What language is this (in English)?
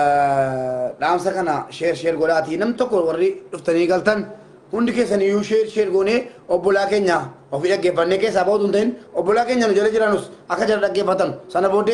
Oromo